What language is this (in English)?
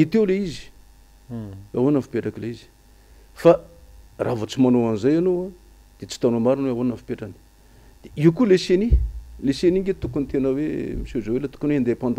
Malagasy